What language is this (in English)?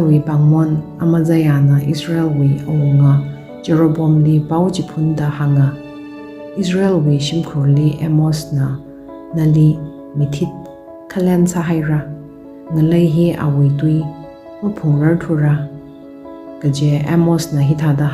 Tangkhul Naga (India)